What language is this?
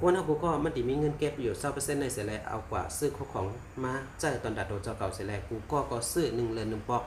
Shan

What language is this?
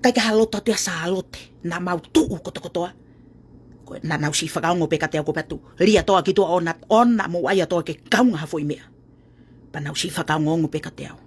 Tongan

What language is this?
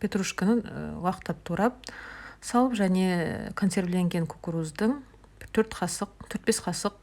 Kazakh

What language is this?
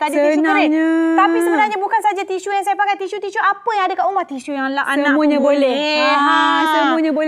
Malay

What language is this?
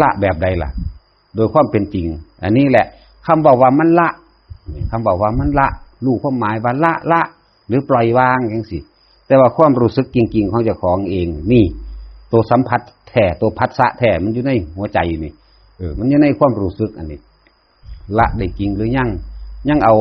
Northeastern Thai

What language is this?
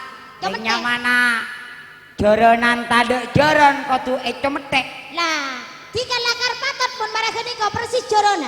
Madurese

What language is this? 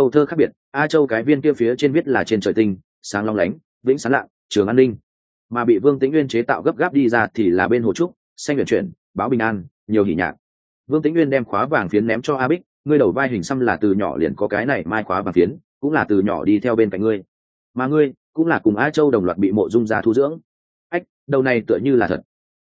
Vietnamese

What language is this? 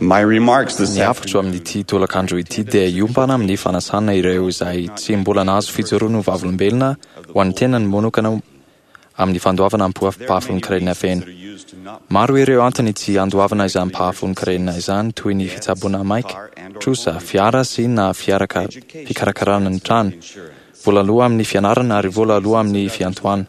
Malagasy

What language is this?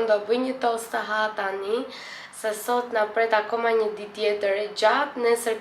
Albanian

